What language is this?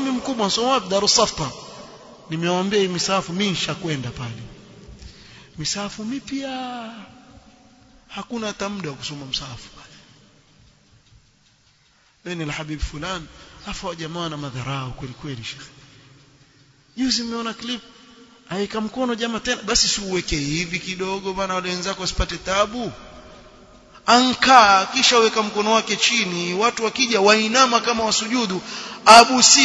Swahili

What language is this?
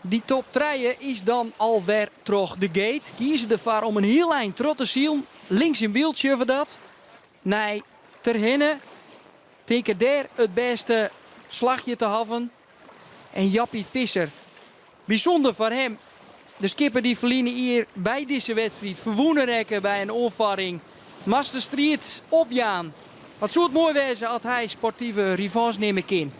Western Frisian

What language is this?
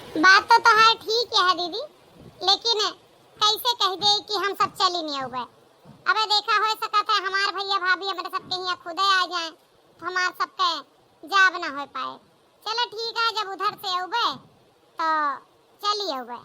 Awadhi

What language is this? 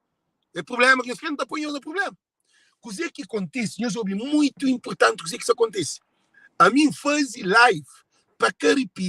Kabuverdianu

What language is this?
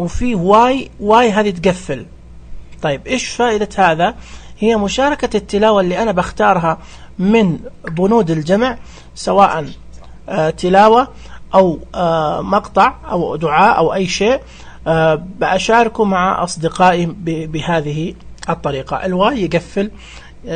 Najdi Arabic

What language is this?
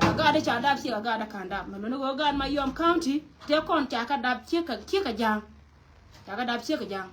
Nuer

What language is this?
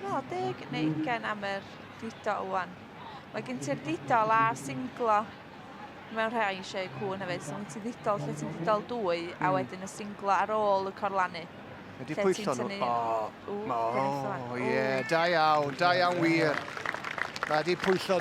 Welsh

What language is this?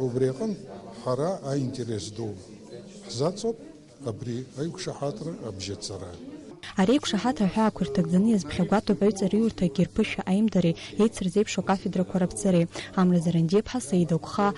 Abkhazian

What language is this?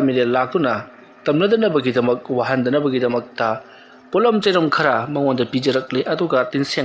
Manipuri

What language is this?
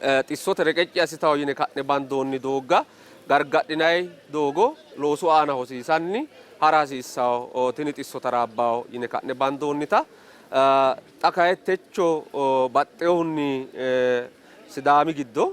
Sidamo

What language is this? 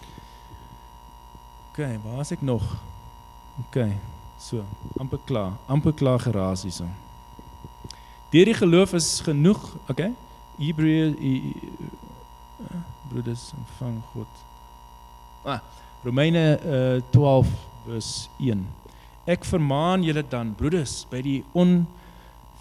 Afrikaans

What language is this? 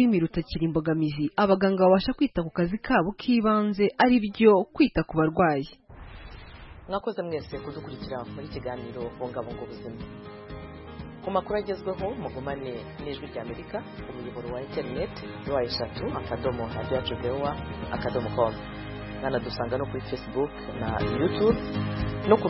Kinyarwanda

